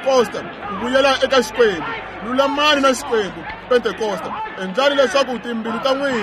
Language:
Tsonga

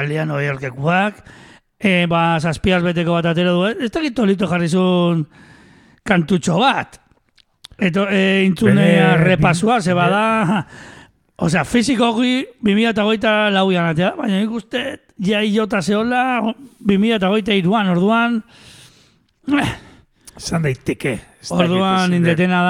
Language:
Basque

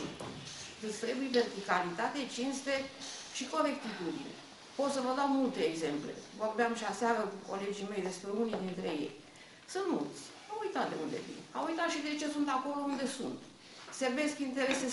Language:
Romanian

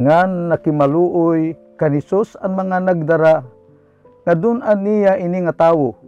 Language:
Waray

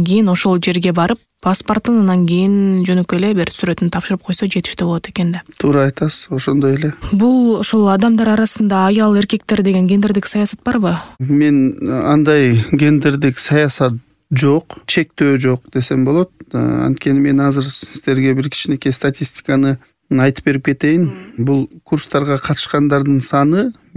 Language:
Kyrgyz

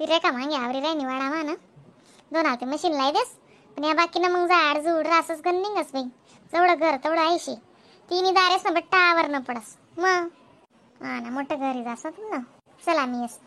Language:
Khandesi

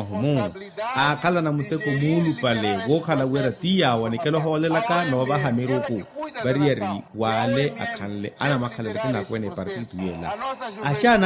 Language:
Makhuwa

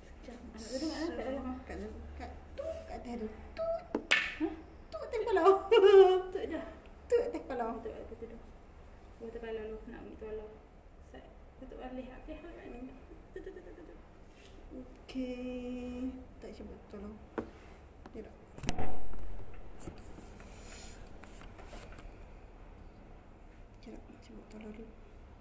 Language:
Malay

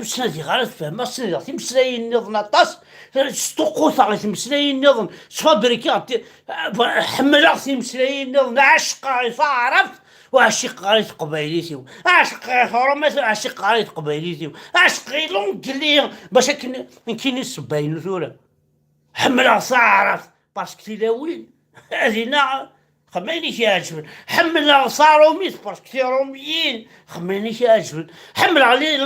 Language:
Kabyle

